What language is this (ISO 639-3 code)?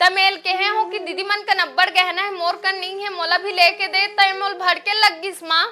hne